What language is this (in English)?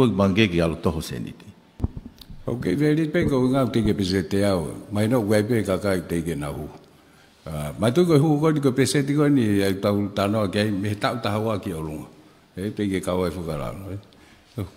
Tongan